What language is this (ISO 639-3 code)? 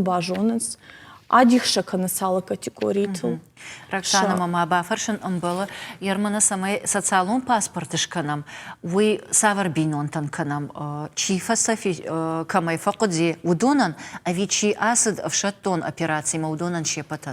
oss